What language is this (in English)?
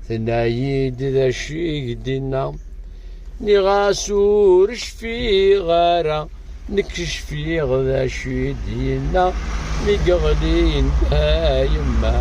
Kabyle